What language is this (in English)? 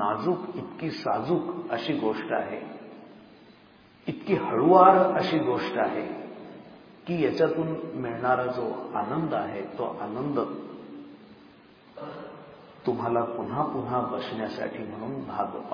Marathi